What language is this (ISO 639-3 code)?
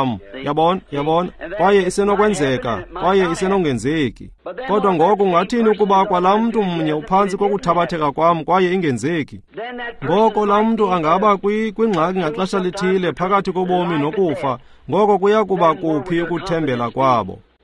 xho